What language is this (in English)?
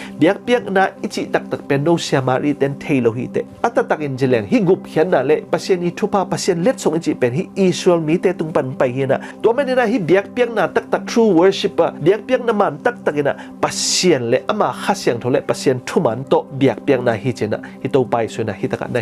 Tedim Chin